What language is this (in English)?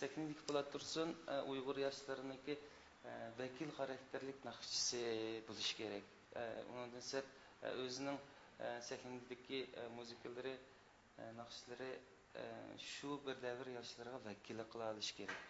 Uyghur